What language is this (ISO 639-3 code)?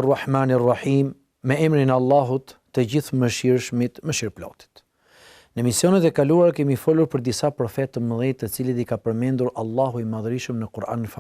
sqi